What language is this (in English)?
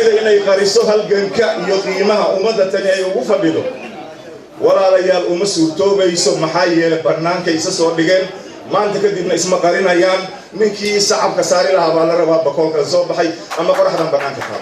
Somali